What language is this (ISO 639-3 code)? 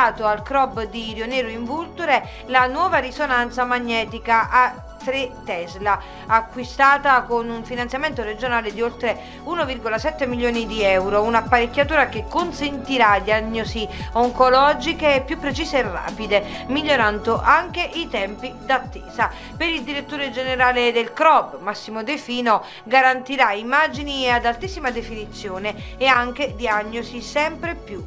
ita